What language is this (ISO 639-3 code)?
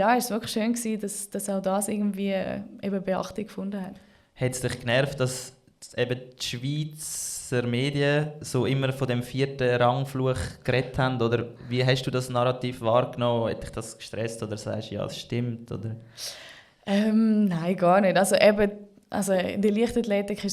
gsw